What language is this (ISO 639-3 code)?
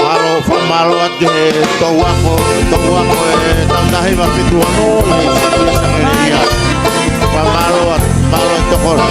ton